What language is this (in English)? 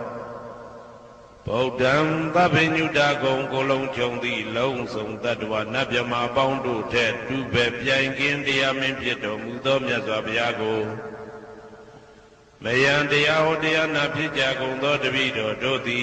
Burmese